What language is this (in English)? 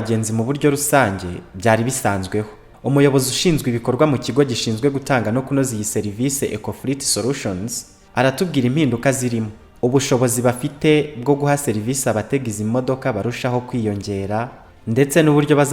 Kinyarwanda